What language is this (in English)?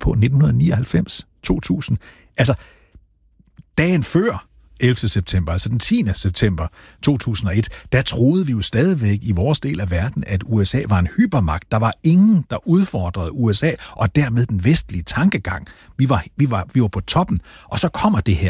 Danish